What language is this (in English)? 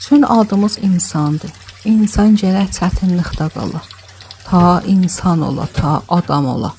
Azerbaijani